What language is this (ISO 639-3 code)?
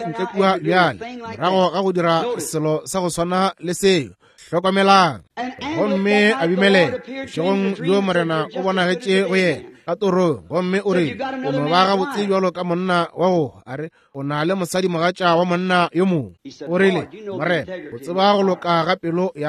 nso